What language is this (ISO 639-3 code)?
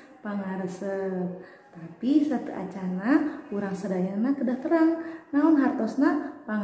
sun